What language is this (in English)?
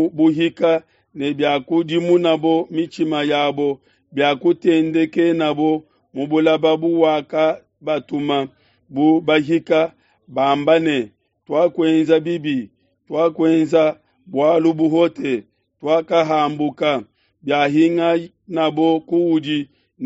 Luba-Lulua